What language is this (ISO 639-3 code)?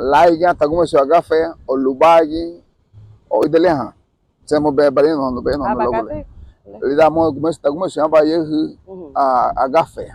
cab